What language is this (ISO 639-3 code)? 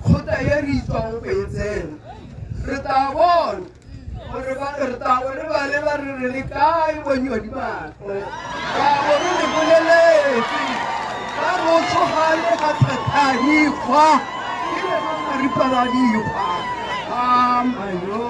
tsn